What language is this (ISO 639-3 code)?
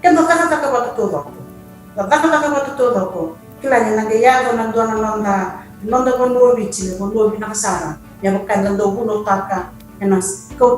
fij